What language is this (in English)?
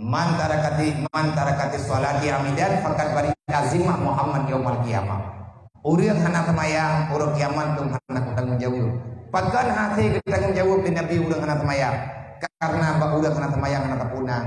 Achinese